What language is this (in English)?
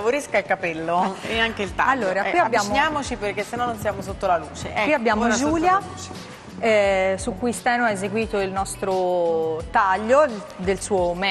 Italian